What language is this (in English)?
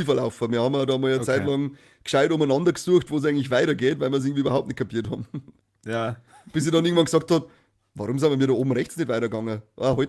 Bavarian